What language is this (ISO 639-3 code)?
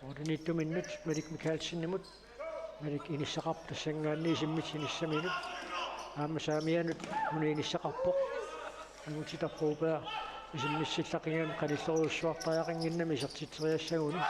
kal